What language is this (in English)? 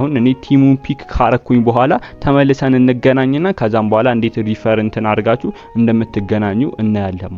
Amharic